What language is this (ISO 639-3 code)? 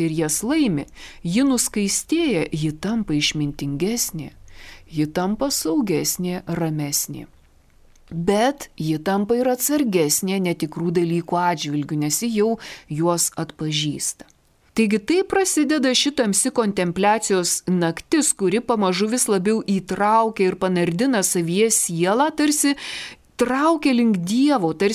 lit